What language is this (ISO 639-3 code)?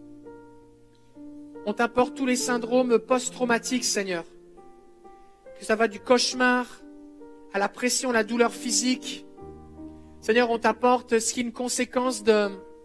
fra